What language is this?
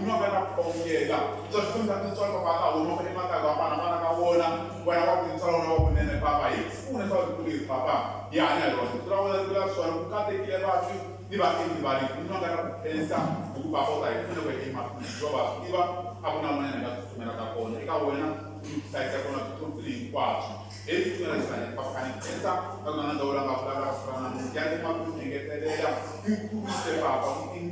Tsonga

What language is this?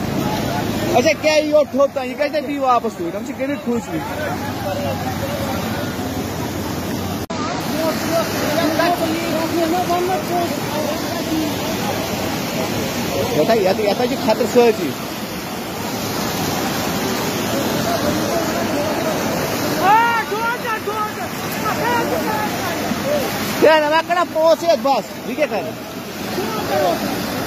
Hindi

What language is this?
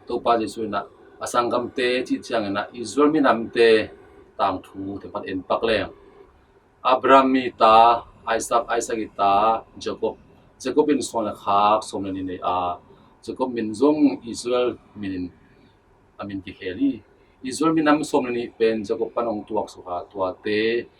Tedim Chin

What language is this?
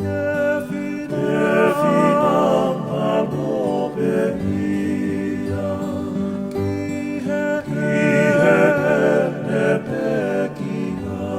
Tongan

